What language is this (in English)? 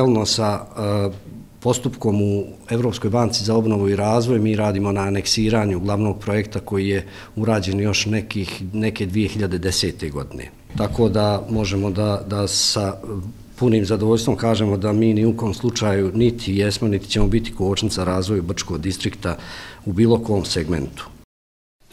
Bosnian